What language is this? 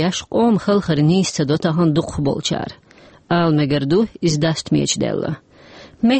Chechen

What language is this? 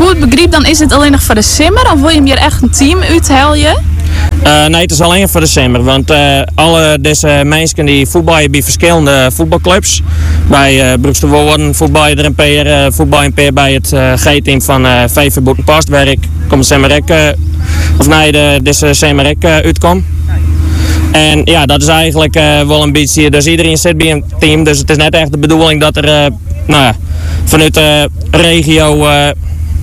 Dutch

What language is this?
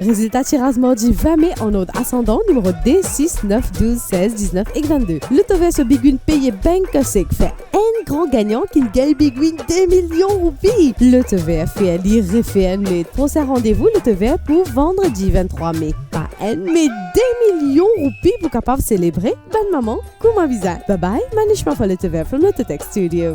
Morisyen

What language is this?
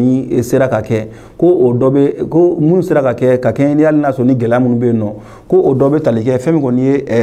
Bambara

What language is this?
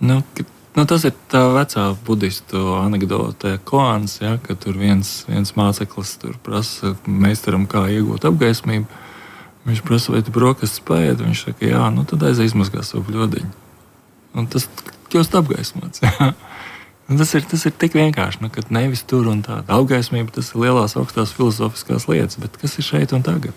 Latvian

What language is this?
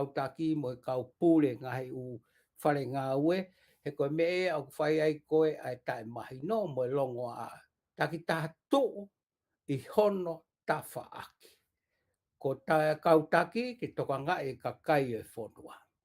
Tongan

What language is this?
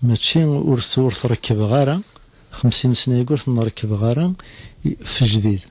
Kabyle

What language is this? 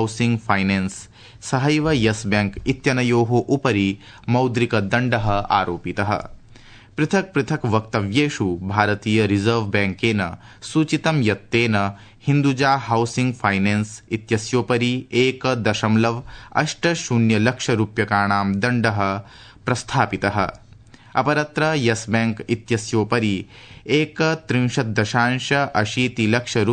Sanskrit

